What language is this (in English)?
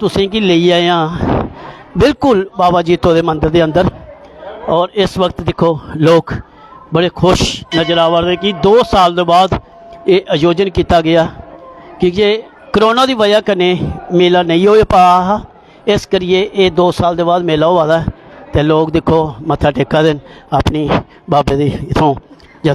Dogri